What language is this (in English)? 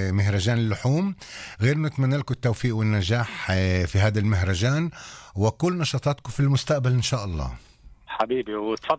North Levantine Arabic